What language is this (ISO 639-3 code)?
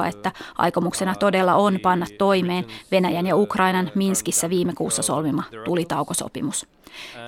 fin